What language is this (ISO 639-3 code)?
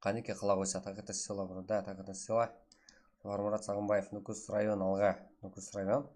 kaa